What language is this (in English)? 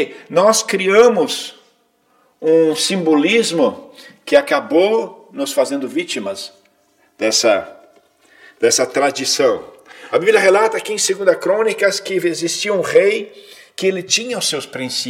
Portuguese